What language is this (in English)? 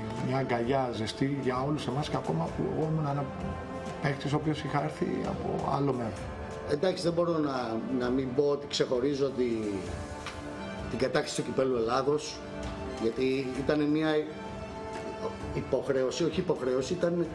Greek